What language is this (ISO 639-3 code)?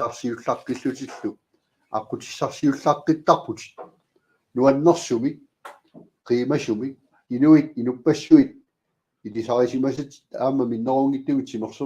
kal